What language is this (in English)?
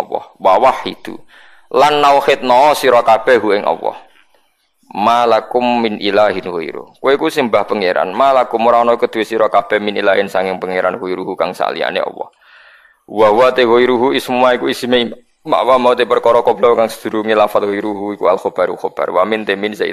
Javanese